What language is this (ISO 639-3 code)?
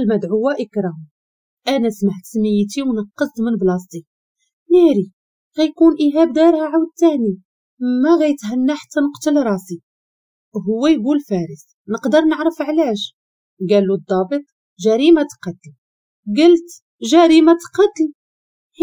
ary